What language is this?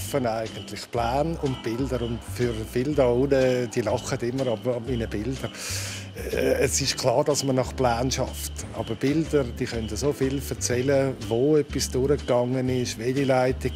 Swiss German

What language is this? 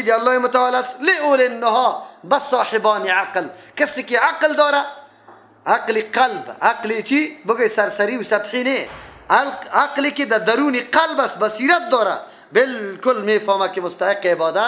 Persian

